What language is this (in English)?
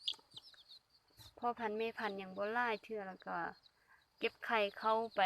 Lao